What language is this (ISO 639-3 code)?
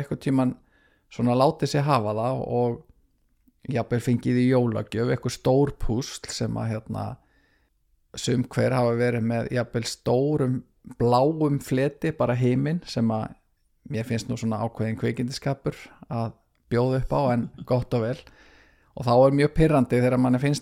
isl